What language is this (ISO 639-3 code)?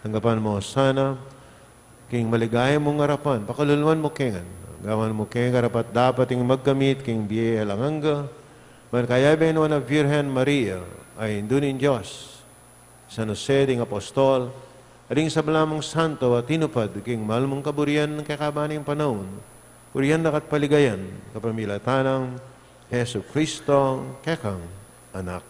pam